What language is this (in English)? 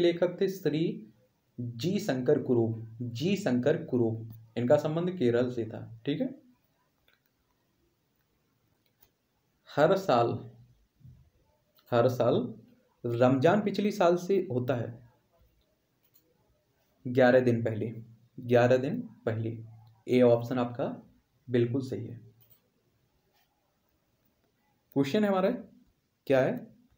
Hindi